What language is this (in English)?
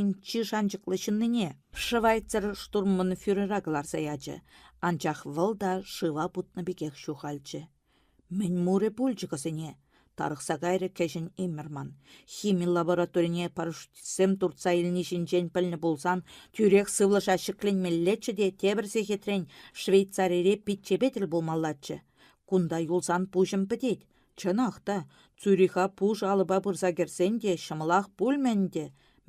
Chuvash